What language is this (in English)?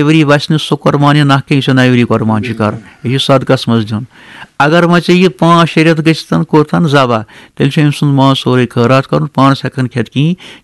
Kashmiri